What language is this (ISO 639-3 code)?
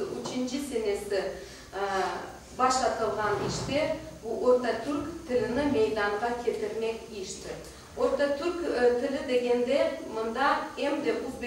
crh